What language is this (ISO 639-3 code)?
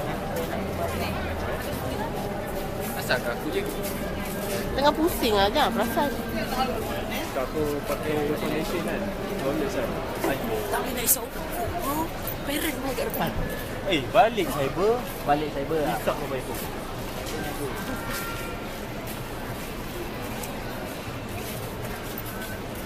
msa